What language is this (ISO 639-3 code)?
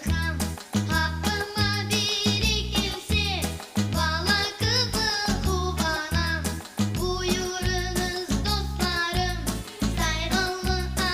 crh